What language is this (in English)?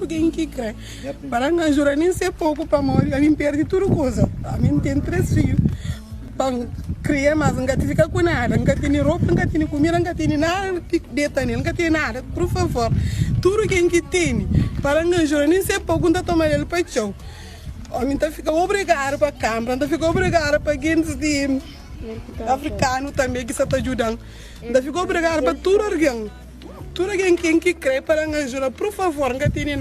Kabuverdianu